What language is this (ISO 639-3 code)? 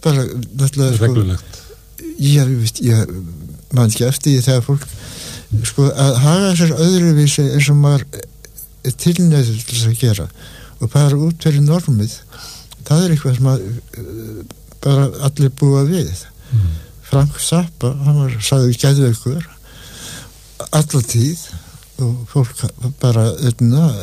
isl